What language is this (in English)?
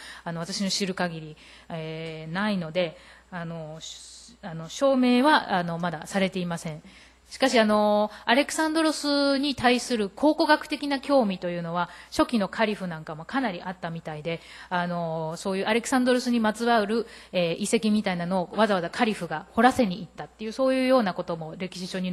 Japanese